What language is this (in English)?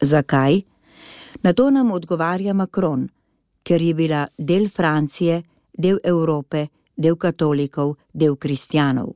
Slovenian